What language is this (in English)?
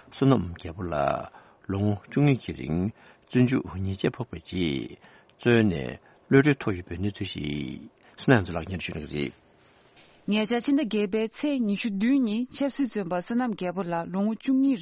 Tibetan